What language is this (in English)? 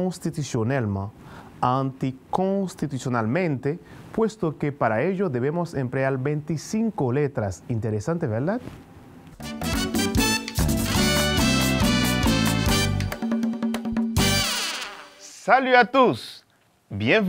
Spanish